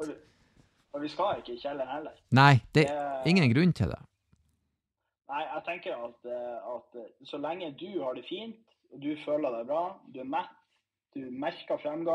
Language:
Norwegian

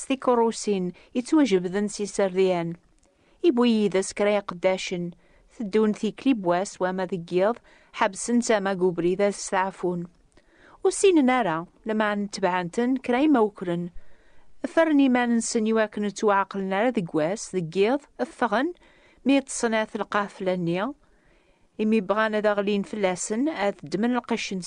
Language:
Kabyle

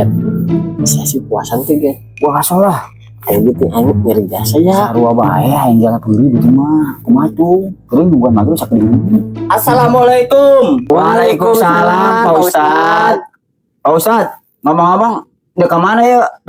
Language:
Sundanese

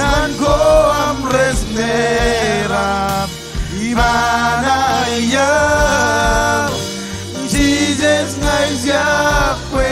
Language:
Marshallese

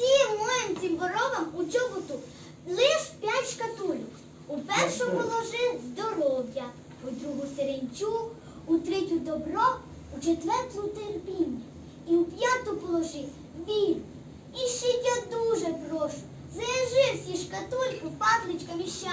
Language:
Rusyn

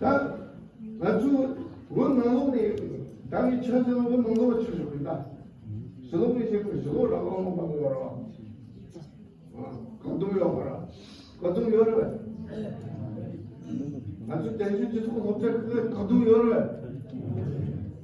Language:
Tibetan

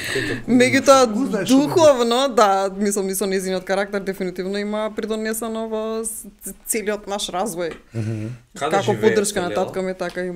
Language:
Macedonian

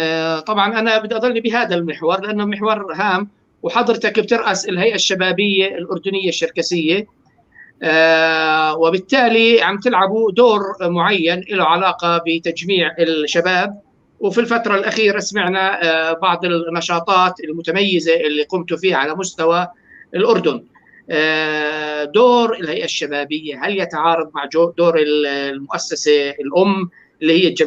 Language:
North Levantine Arabic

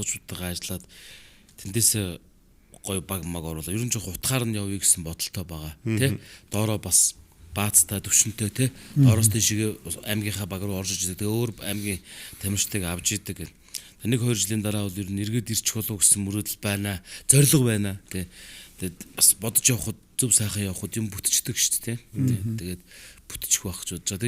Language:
Mongolian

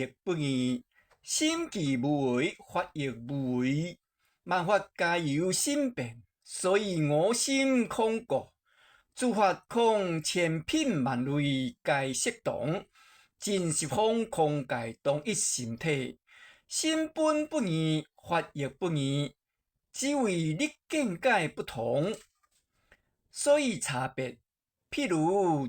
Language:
Min Nan Chinese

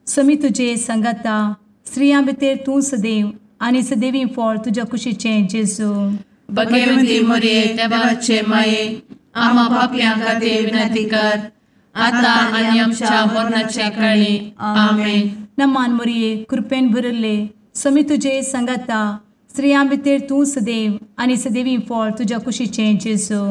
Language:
Konkani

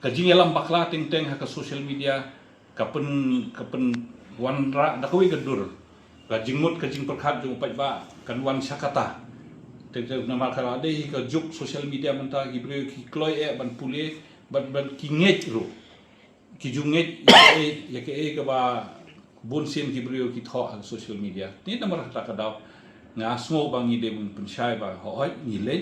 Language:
Khasi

